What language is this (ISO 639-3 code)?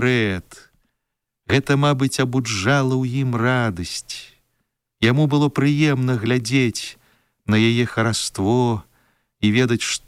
bel